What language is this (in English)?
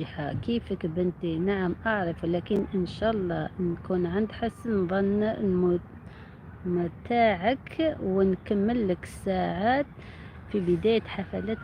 Algerian Arabic